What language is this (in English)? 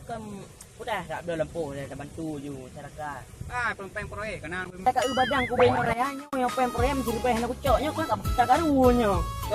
Achinese